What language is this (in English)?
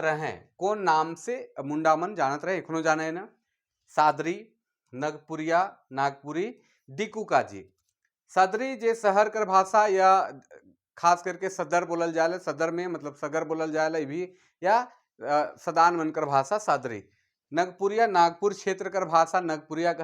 Sadri